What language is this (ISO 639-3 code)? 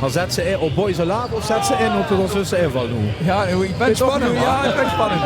lim